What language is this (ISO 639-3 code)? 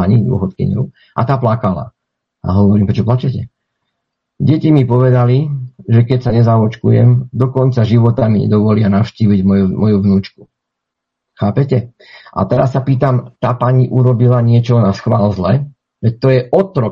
slk